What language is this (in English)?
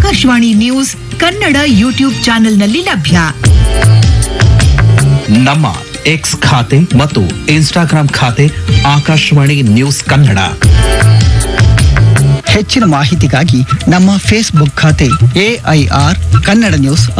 Kannada